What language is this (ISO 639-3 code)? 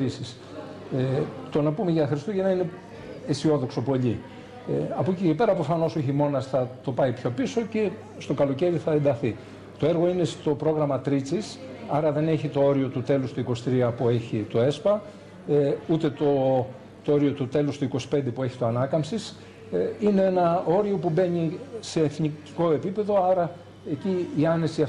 ell